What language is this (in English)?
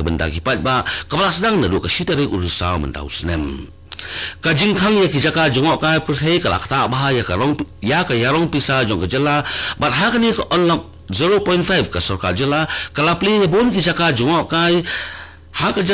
Khasi